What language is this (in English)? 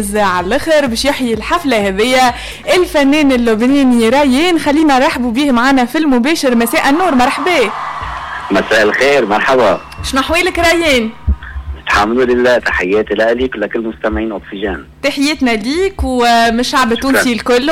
Tunisian Arabic